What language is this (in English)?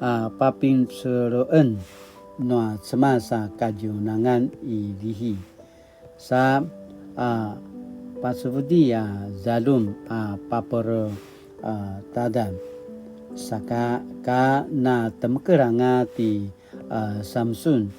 Paiwan